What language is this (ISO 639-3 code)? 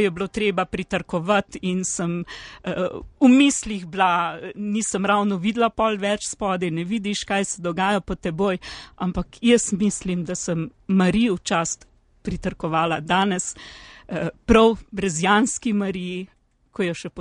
slv